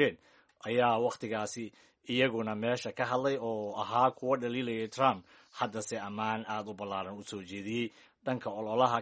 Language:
Somali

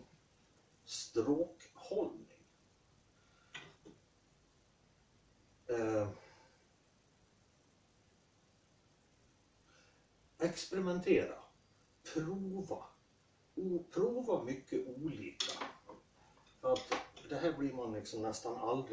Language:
Swedish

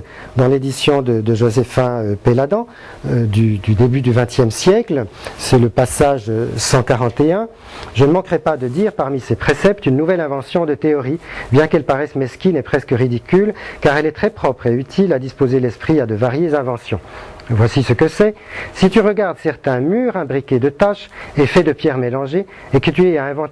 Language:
French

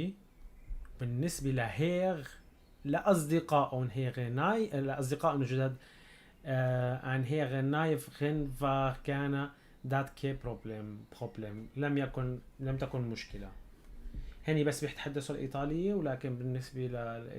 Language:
North Levantine Arabic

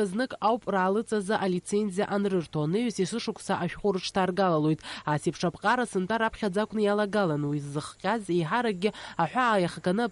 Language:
Abkhazian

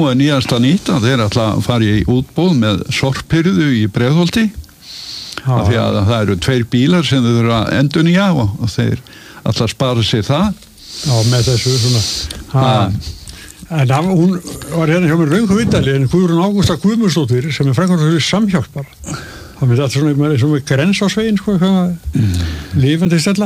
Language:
Icelandic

